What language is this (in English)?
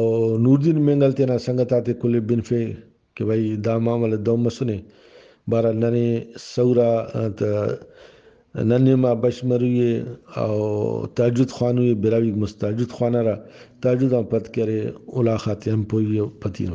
Brahui